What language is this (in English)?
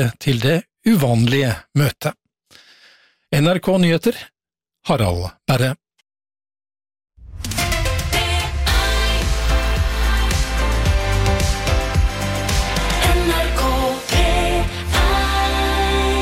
Norwegian